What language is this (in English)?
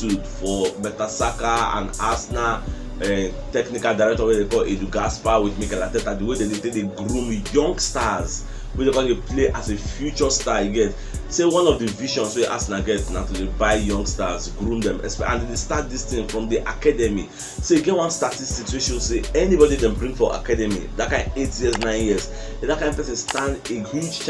Nigerian Pidgin